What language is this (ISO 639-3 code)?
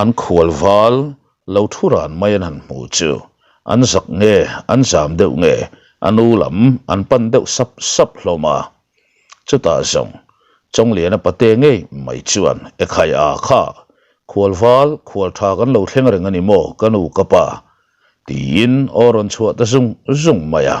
lus